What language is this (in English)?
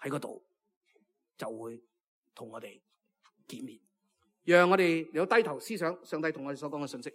Cantonese